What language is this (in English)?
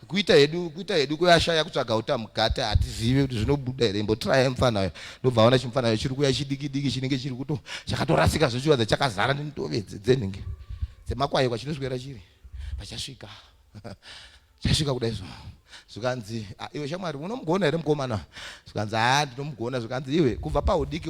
Shona